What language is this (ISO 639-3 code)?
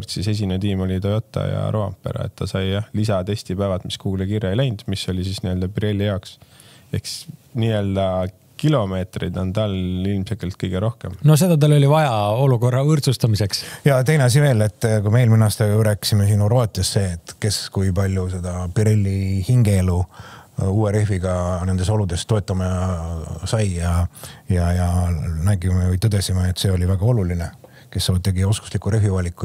est